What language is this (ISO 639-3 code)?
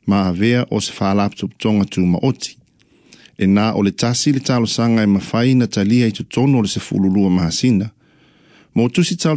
smo